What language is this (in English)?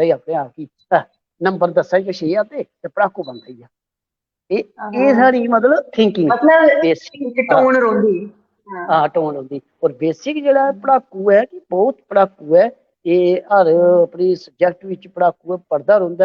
Dogri